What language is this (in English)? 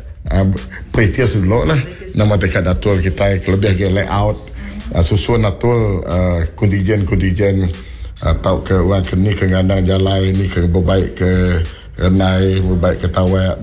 Iban